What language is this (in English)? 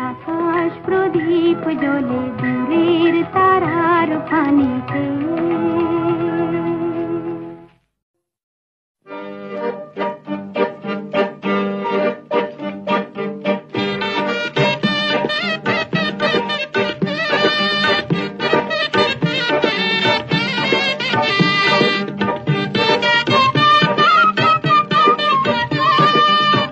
Bangla